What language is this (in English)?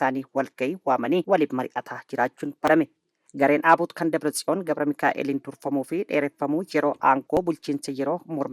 Oromo